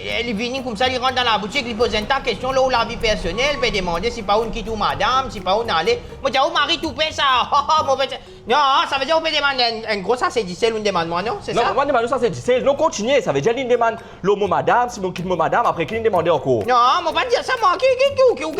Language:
Morisyen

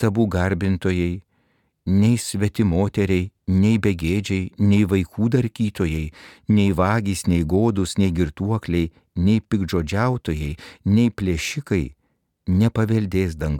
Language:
Lithuanian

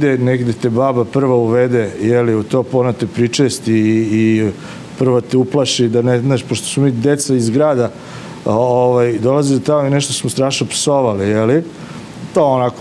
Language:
Serbian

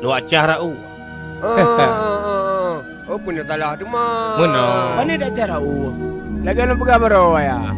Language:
Achinese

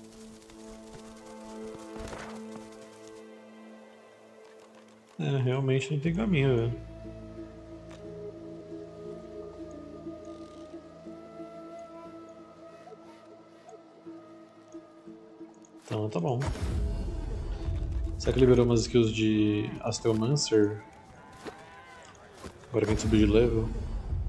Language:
Portuguese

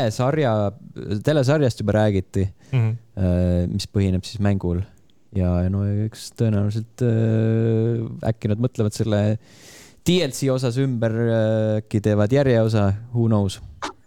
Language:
Estonian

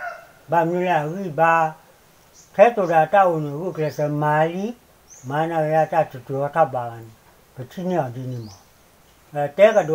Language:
S'gaw Karen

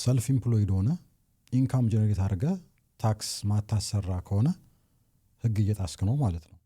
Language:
Amharic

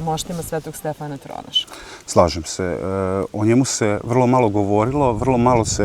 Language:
Serbian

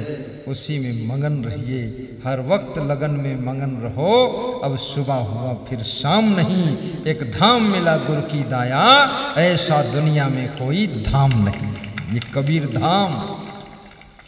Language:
Hindi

